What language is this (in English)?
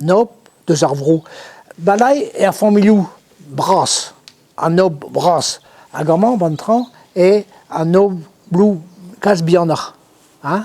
Breton